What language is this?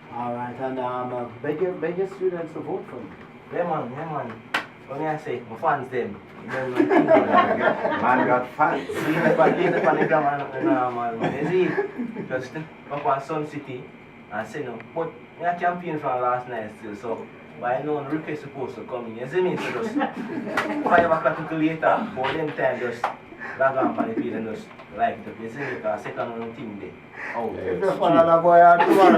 Jamaican Creole English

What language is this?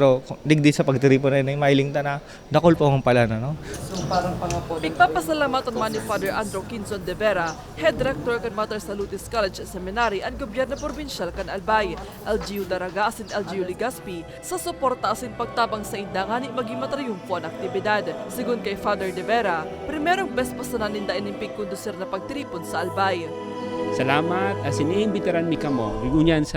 Bikol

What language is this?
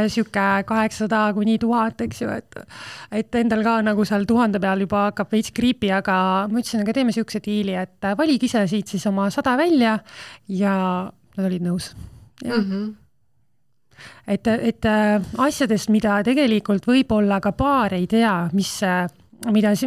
Estonian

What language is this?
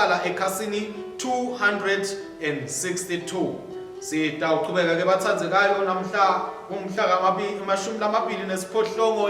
Swati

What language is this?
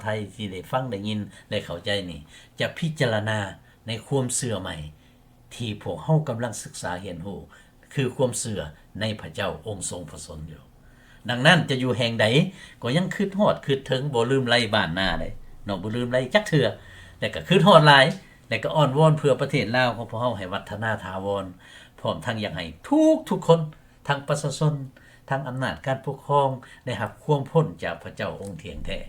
Lao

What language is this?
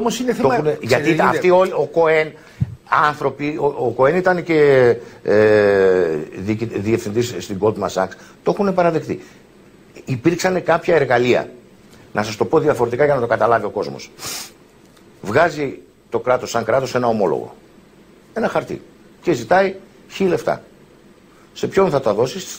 Greek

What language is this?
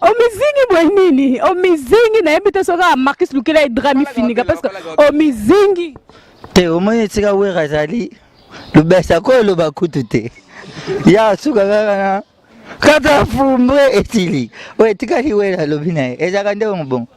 Lingala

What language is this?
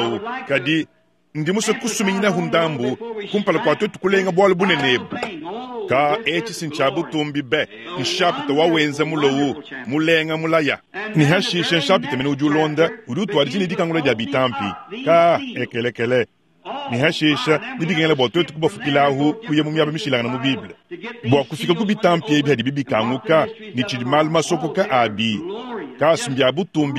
Luba-Lulua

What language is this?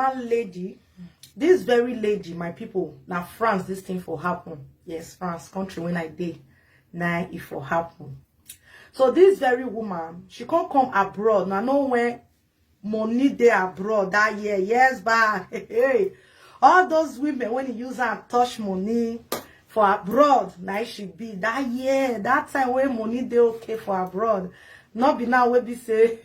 Nigerian Pidgin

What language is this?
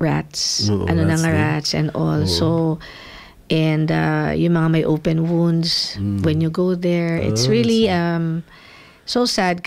Filipino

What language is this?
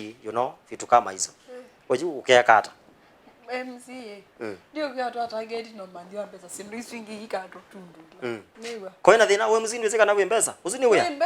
Kamba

